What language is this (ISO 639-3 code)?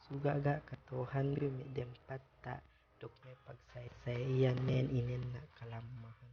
yka